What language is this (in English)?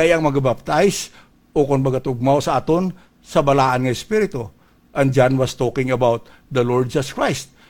Hiligaynon